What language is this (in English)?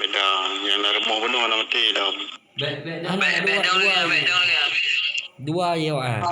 Achinese